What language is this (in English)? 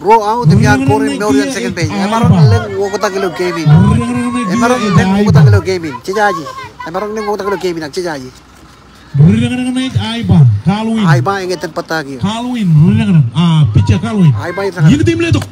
Marshallese